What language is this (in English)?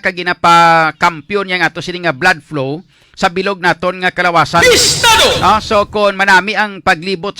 Hiligaynon